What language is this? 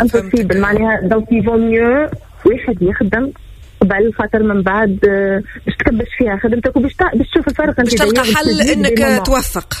Tunisian Arabic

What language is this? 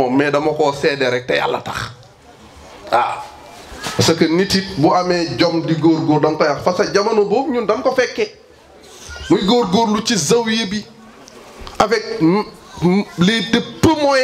Wolof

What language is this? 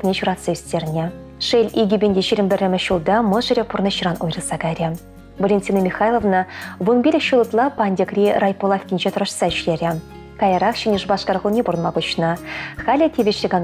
Chuvash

